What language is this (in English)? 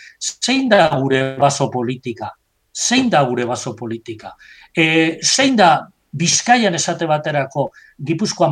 Basque